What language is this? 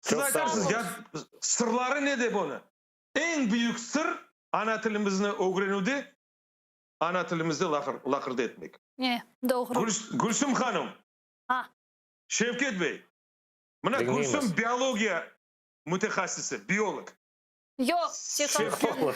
Crimean Tatar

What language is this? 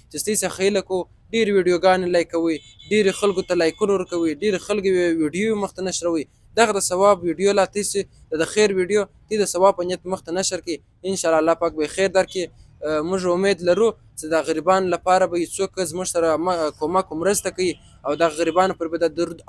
Pashto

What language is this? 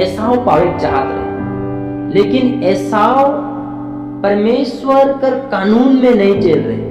Sadri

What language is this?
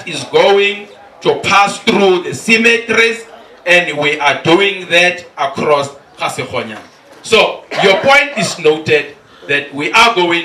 Tswana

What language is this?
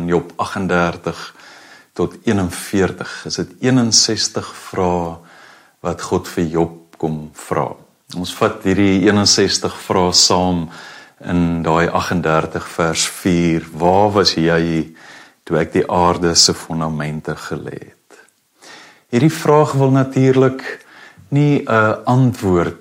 Afrikaans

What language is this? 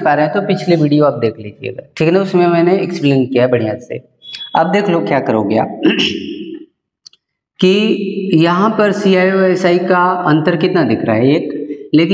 Hindi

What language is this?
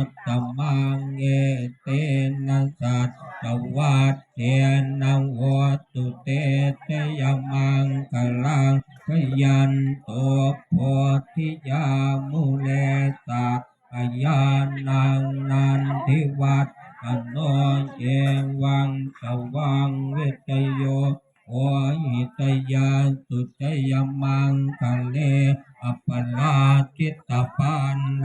Pali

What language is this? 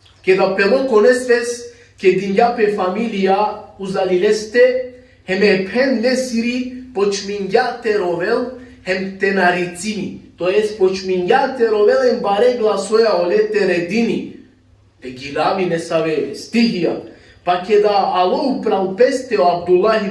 Balkan Romani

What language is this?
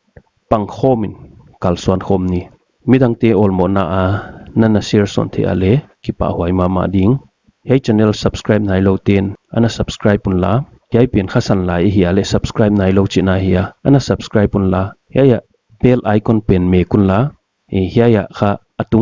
Paite Chin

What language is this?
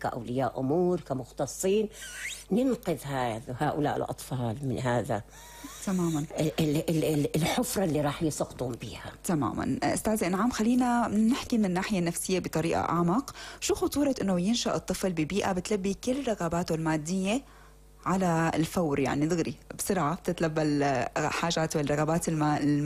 North Levantine Arabic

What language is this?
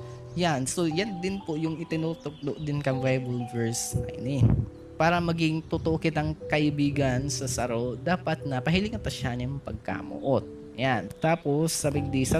Bikol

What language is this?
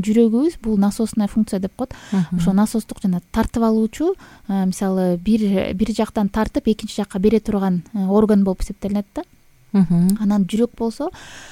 Kyrgyz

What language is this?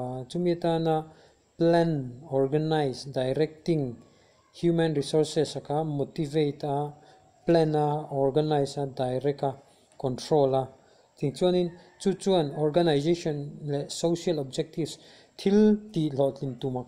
Mizo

